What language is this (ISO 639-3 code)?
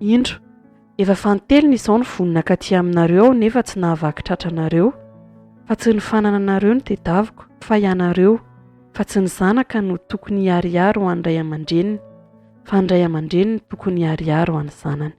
mlg